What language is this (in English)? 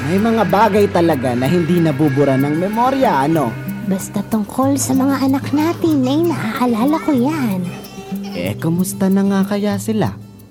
Filipino